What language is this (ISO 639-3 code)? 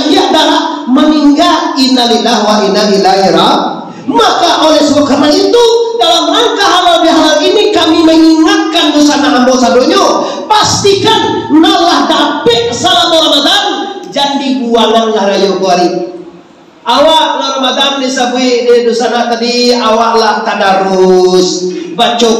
min